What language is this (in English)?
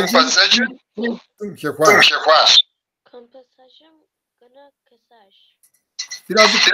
Kabardian